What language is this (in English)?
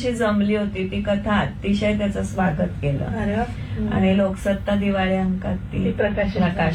Marathi